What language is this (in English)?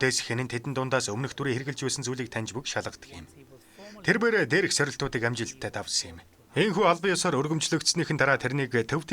Mongolian